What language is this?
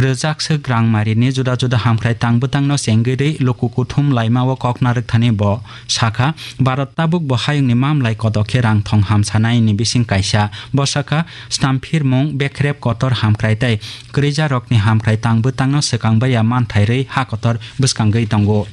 Kok Borok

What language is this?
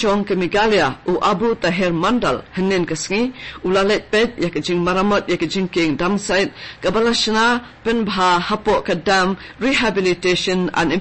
Khasi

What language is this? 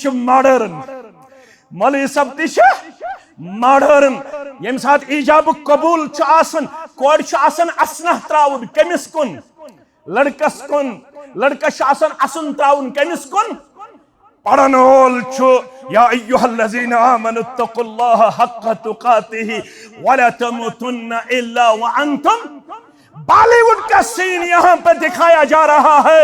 Kashmiri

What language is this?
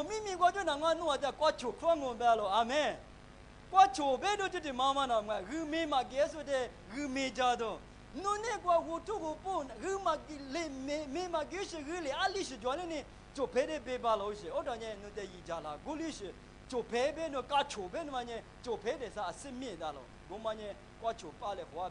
Lisu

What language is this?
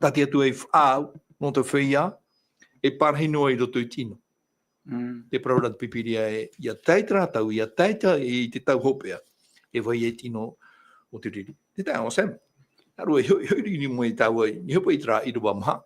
Tahitian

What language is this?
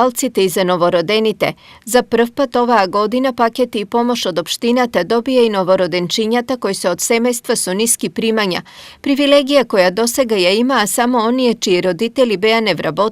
Macedonian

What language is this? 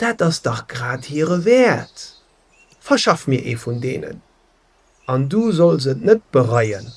Luxembourgish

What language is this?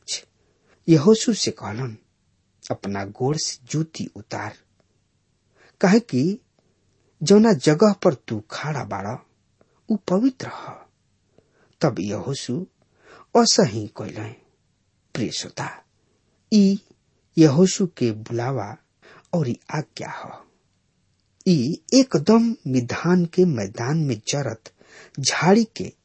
Bhojpuri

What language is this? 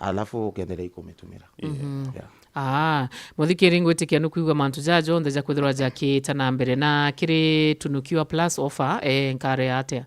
Meru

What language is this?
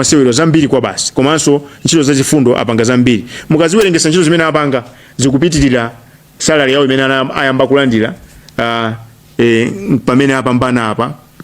Nyanja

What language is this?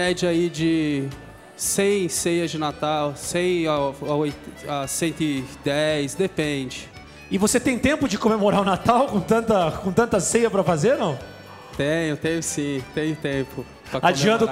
Portuguese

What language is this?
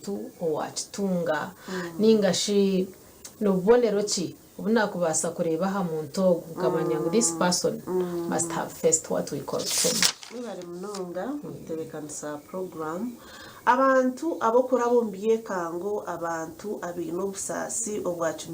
Nyankole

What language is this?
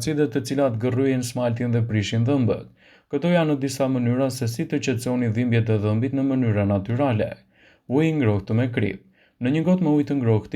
Albanian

